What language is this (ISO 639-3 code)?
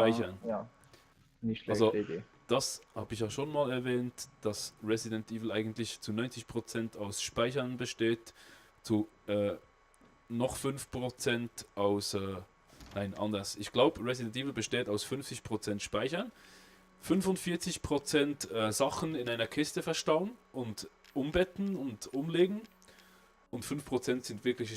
gsw